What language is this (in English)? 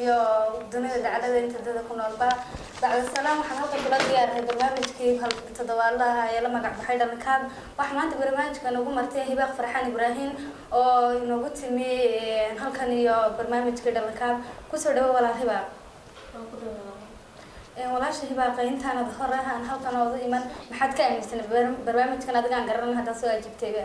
Somali